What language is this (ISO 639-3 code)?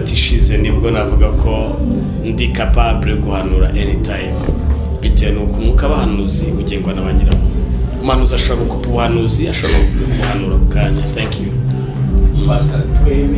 kin